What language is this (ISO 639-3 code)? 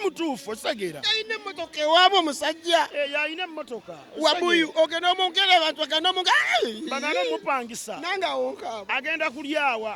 lug